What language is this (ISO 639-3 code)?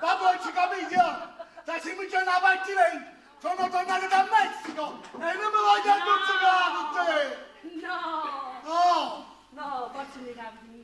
nap